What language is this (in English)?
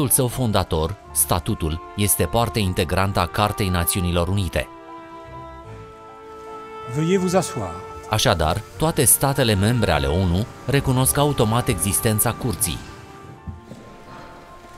Romanian